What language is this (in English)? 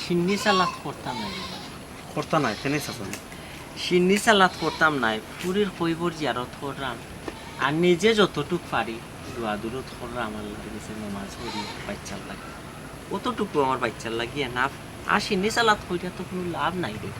Sylheti